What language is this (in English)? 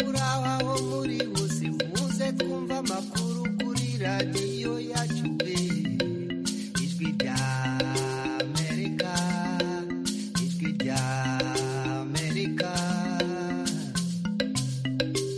Kinyarwanda